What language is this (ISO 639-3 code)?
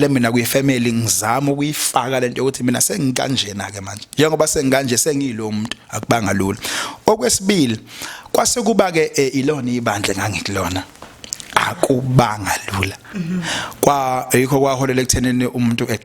zul